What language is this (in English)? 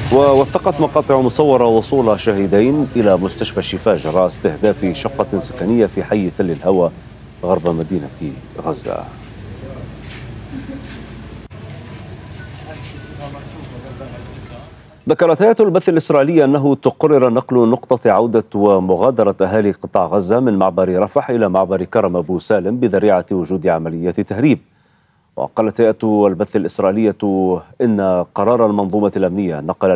Arabic